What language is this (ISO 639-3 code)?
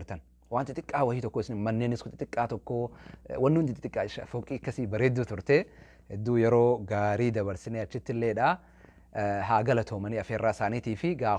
orm